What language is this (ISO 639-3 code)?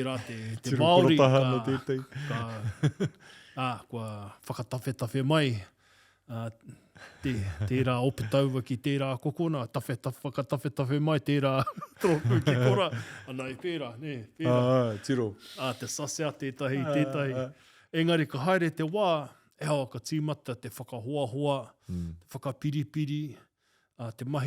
mri